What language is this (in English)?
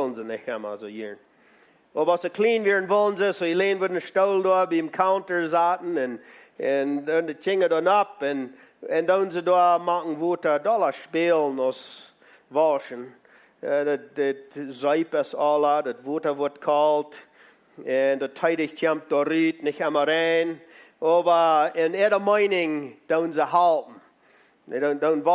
Plautdietsch